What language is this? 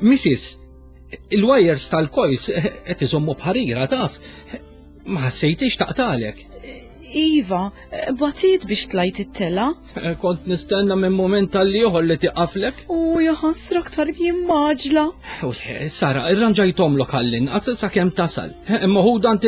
Maltese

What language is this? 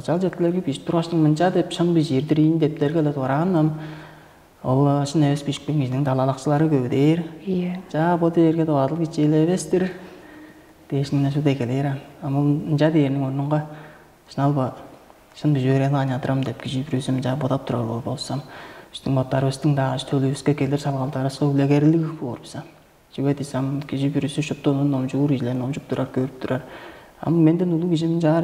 Tuvinian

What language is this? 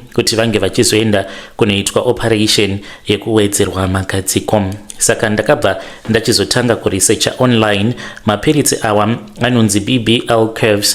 Shona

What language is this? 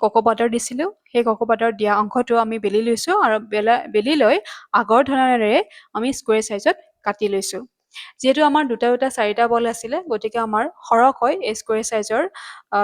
Assamese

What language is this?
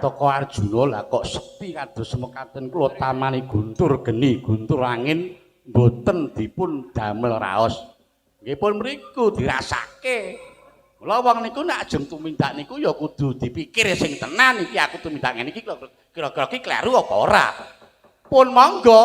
Javanese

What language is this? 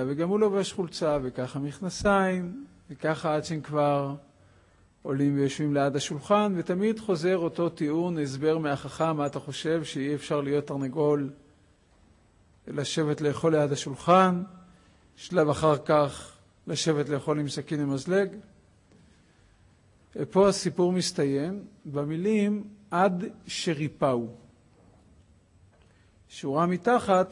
Hebrew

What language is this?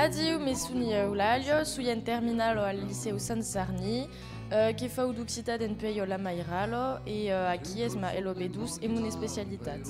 Occitan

